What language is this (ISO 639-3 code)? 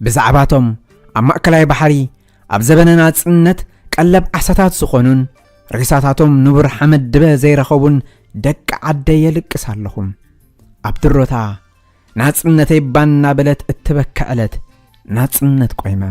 tir